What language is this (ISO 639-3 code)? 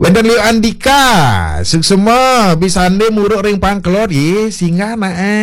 ban